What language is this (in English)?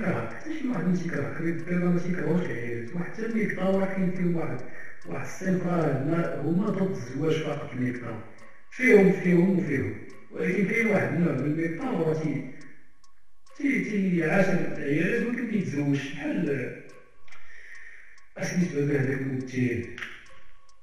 Moroccan Arabic